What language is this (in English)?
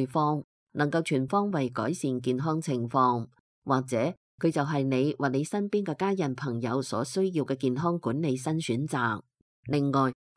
Cantonese